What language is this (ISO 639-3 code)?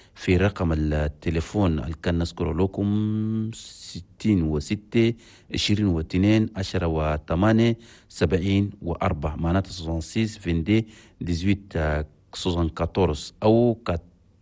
shu